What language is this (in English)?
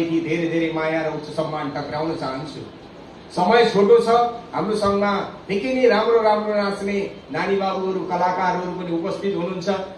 Nepali